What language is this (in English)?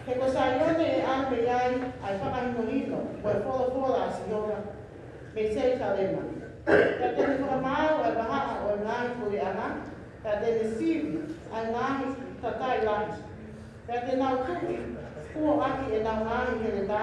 Tongan